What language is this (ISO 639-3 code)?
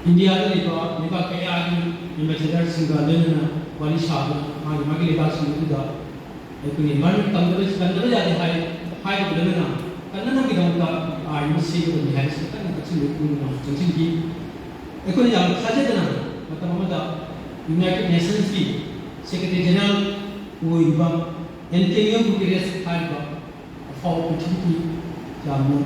mni